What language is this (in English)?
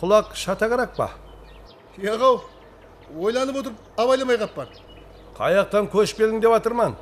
Kara-Kalpak